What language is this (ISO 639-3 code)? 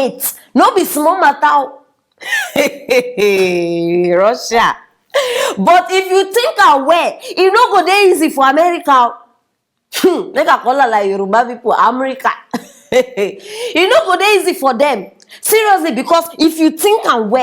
pcm